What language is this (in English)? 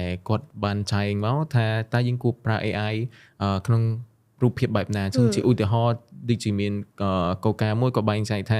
Khmer